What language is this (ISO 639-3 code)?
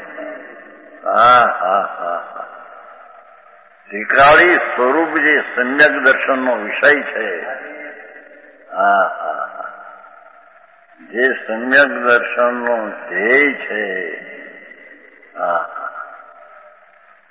guj